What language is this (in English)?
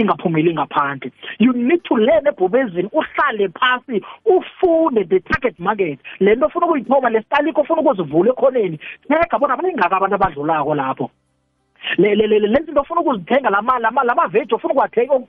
South Ndebele